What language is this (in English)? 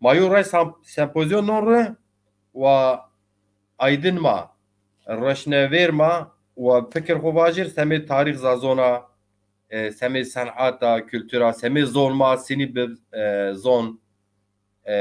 Zaza